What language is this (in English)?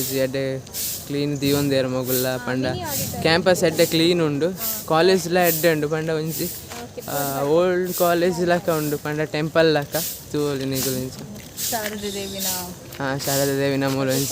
Tulu